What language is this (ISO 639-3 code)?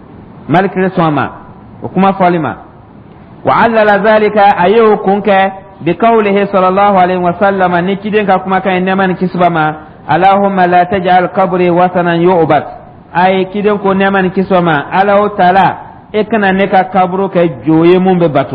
dyu